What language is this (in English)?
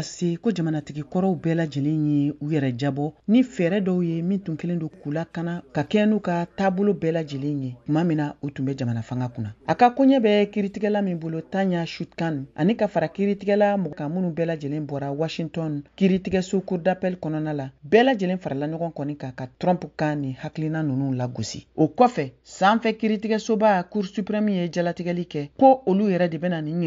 Bambara